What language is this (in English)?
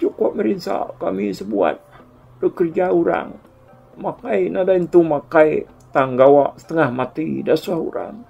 Iban